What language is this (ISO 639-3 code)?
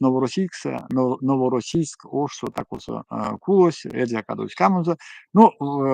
myv